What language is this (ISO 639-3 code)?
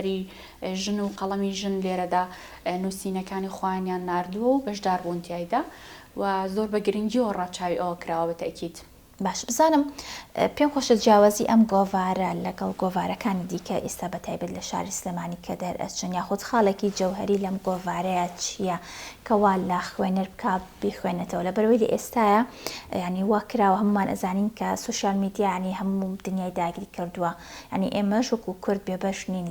ckb